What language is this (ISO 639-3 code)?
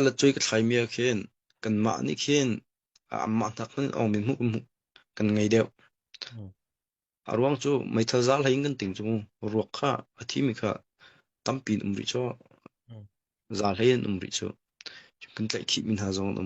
cnh